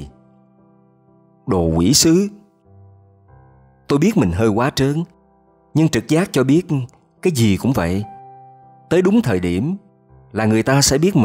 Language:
Vietnamese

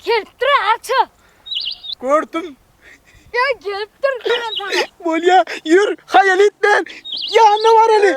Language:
Turkmen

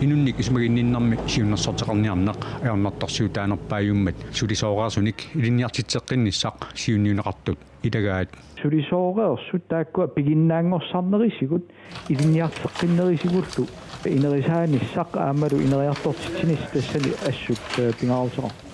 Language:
Kalaallisut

